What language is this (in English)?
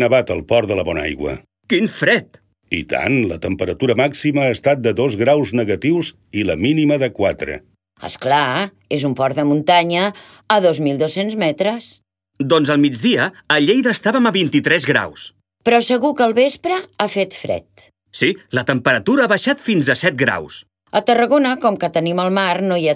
Catalan